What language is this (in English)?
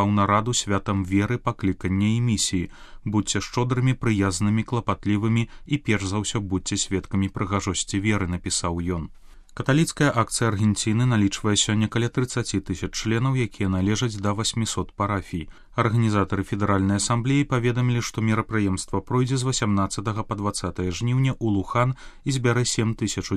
Belarusian